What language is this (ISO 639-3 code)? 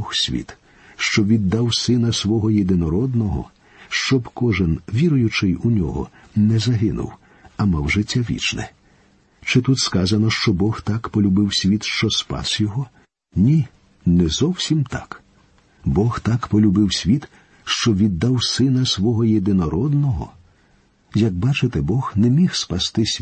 ukr